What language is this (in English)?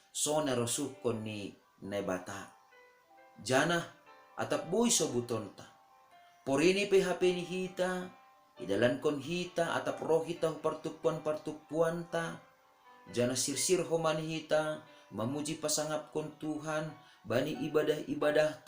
Batak Simalungun